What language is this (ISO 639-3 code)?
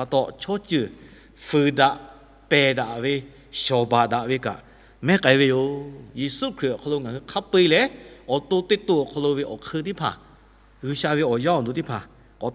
lhu